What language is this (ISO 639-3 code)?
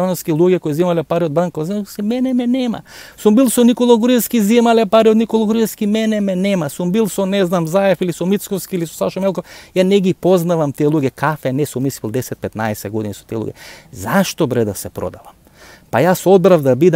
mkd